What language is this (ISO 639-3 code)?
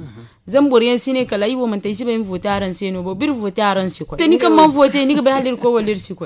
dje